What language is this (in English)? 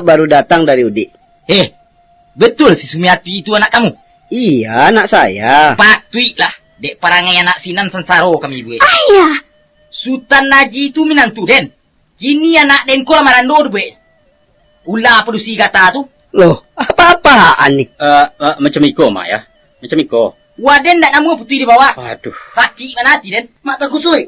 Minangkabau